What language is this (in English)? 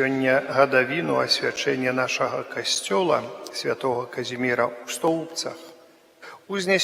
Belarusian